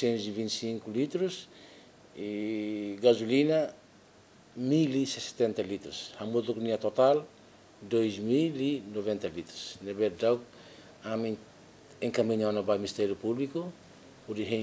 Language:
Tetum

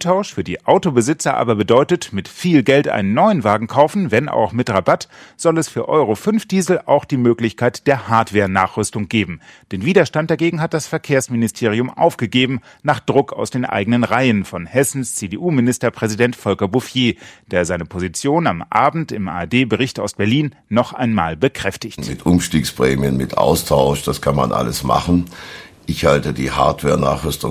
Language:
German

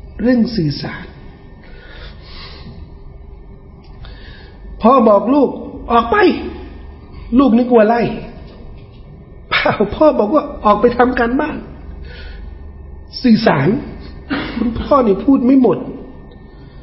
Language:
Thai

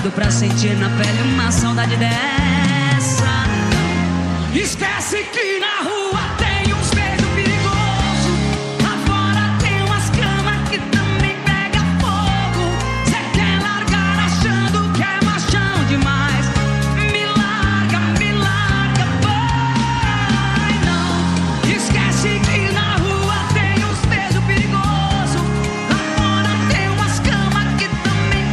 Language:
Portuguese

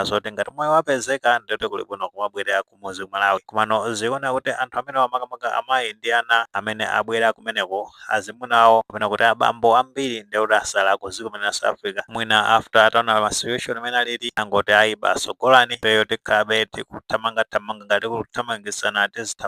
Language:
Nyanja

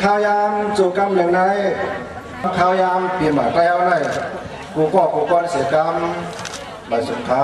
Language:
Shan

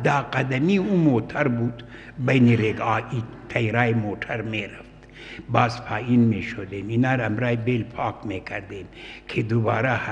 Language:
Persian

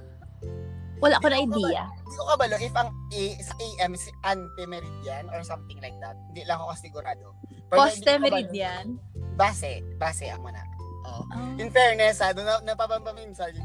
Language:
Filipino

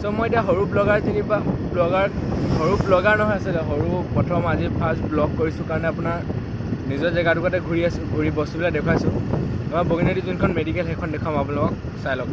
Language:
Assamese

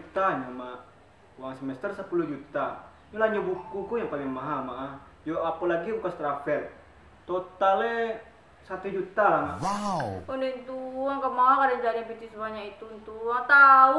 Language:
Minangkabau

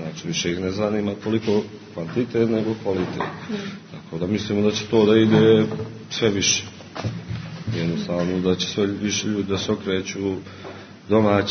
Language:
Serbian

